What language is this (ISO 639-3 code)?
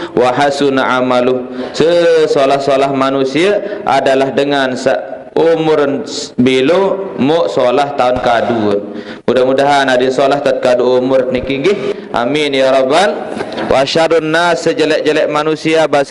sas